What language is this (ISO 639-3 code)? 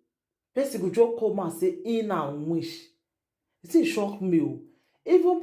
pcm